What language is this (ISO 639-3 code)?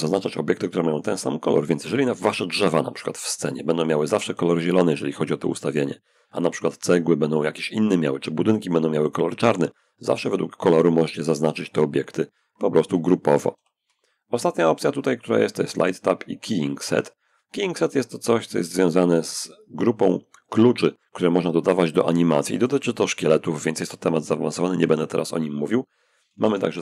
pol